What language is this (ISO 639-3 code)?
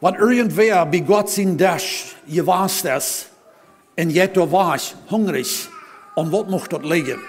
pdt